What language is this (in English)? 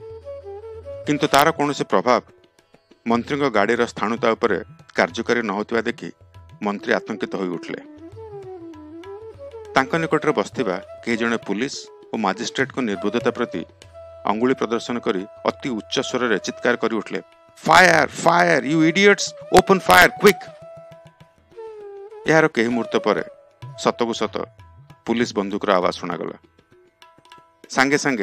Odia